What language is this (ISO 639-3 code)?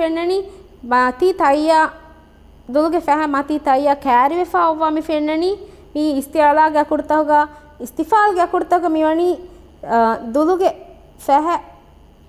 div